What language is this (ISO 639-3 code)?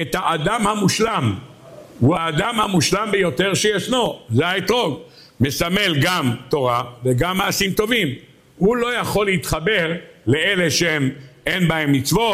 heb